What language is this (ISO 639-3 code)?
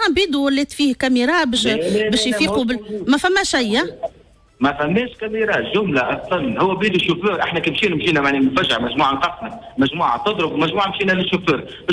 aeb